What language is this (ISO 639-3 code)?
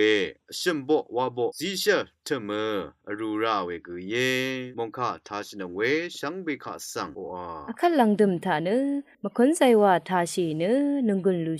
raw